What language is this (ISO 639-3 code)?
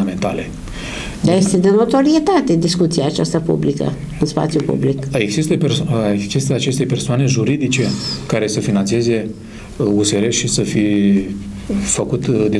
ron